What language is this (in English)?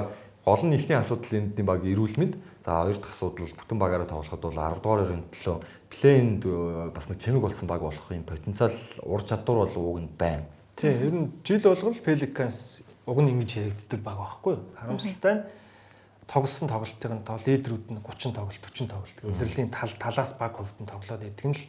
Mongolian